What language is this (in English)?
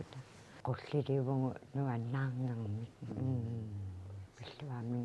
Kalaallisut